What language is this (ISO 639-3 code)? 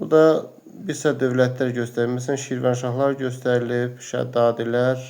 aze